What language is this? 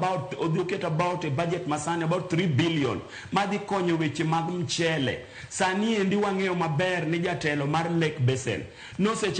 Luo (Kenya and Tanzania)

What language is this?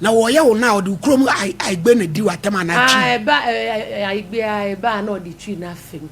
Akan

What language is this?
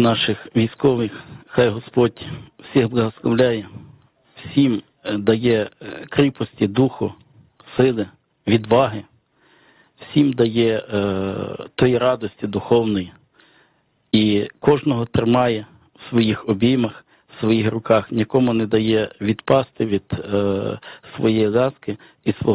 Ukrainian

